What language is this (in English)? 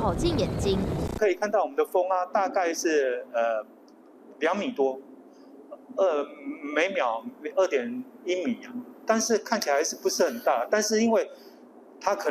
Chinese